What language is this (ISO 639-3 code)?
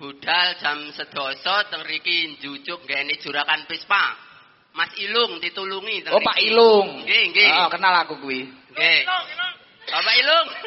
jav